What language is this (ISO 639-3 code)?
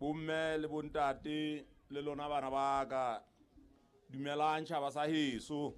sot